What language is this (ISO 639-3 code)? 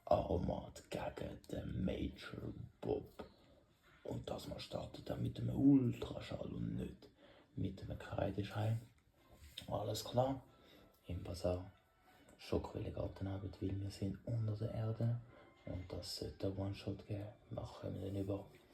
gsw